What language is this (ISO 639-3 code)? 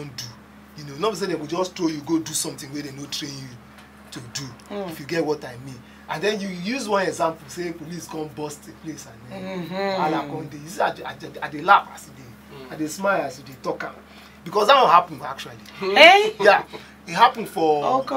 pcm